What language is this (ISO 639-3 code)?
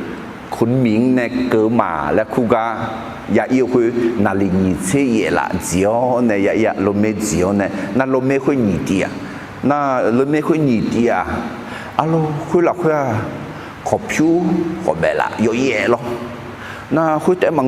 ahk